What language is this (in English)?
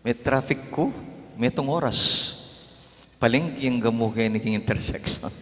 Pampanga